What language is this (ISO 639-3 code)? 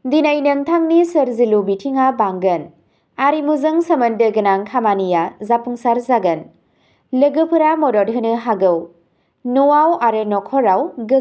brx